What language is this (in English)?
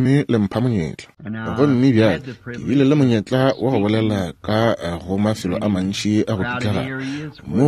Northern Sotho